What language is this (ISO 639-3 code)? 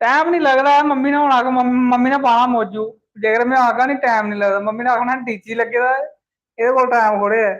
doi